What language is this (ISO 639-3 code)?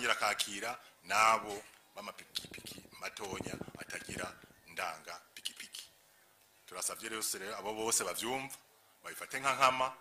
run